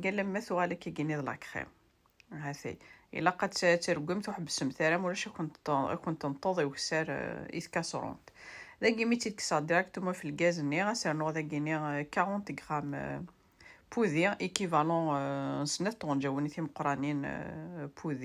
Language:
Kabyle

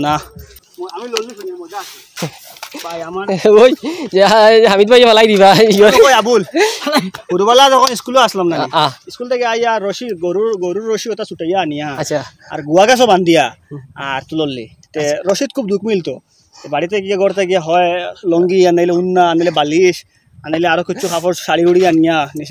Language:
Sylheti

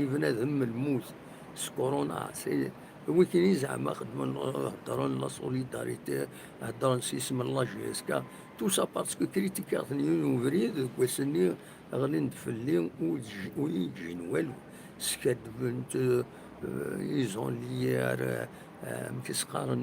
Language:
Kabyle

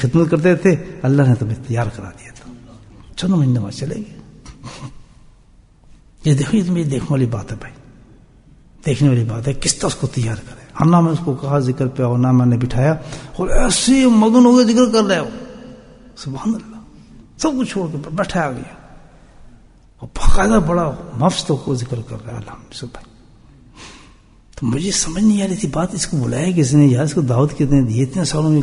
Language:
Urdu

